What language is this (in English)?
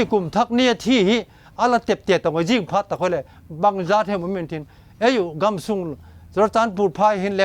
Vaiphei